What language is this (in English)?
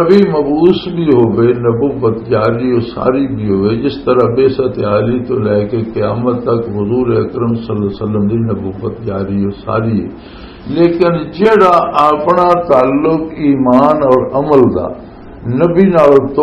Western Panjabi